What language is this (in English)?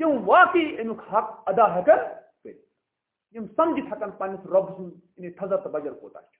Kashmiri